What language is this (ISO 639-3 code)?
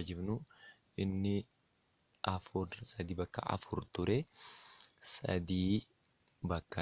orm